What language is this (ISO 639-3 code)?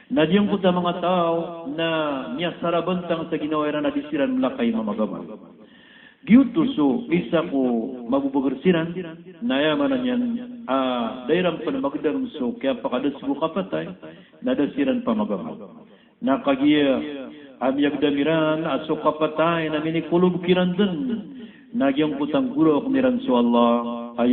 mrw